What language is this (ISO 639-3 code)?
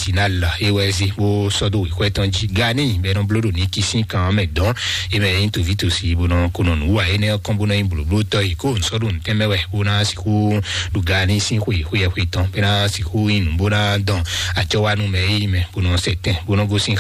fon